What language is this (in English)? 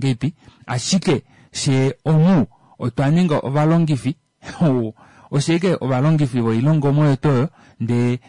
Kuanyama